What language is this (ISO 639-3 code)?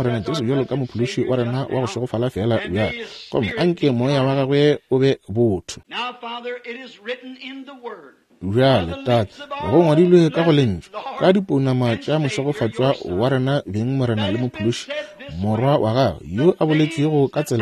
nso